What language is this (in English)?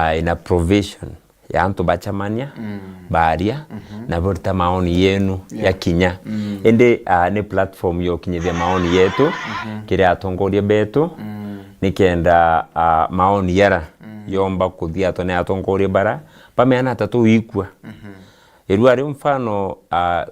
Meru